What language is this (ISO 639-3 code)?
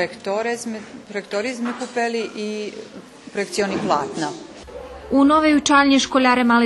rue